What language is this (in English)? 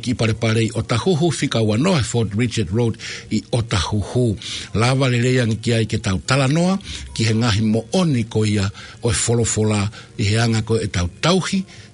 Tongan